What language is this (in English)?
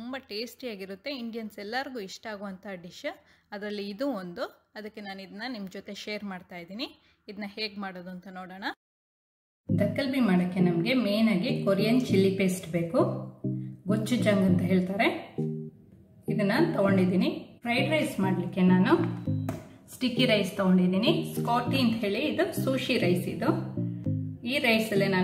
Kannada